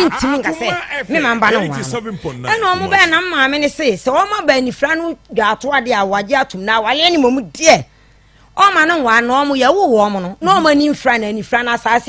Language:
Akan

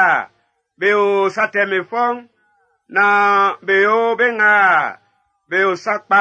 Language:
Baoulé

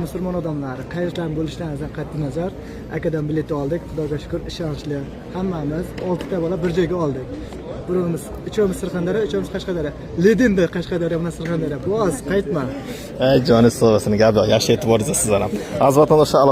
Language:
Uzbek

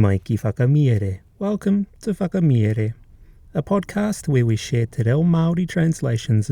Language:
Māori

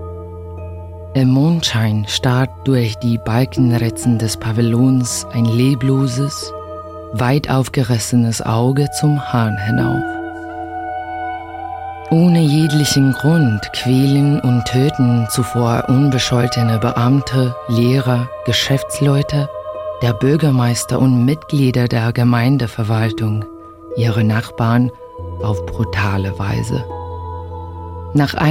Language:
German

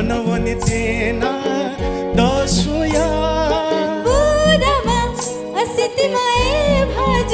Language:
Newari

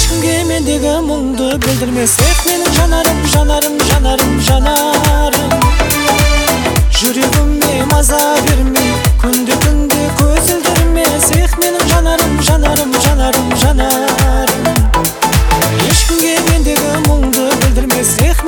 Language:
Kazakh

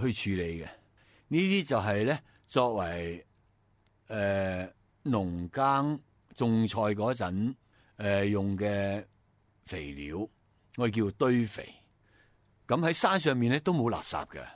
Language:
Cantonese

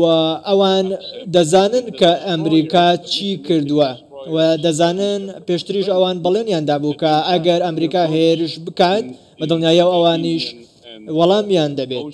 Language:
Central Kurdish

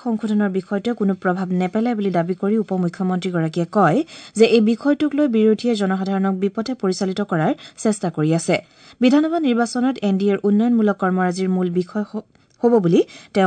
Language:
Assamese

